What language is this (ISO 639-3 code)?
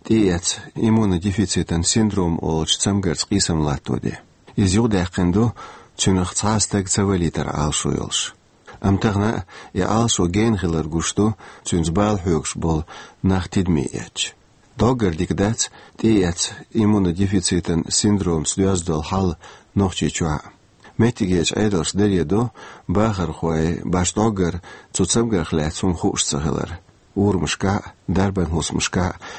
che